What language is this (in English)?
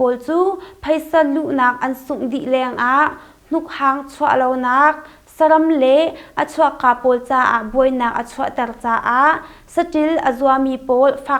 Hakha Chin